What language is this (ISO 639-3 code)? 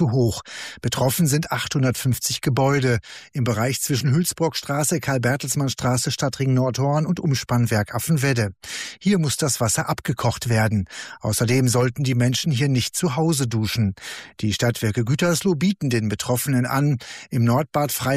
deu